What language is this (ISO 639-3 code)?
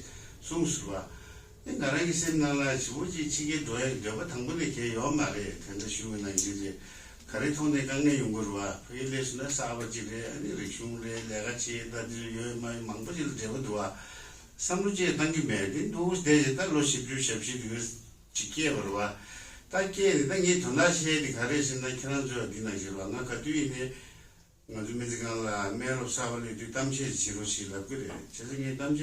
bod